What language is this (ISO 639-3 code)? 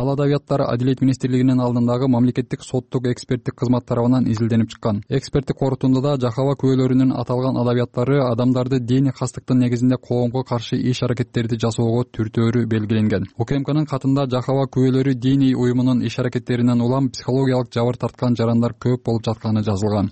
kir